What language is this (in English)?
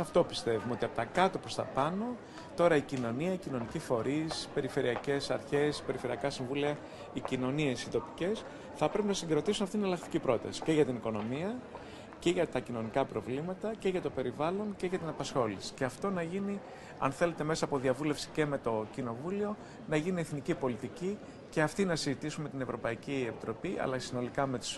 Greek